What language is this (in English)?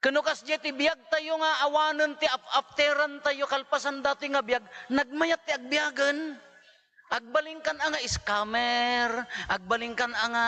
Iloko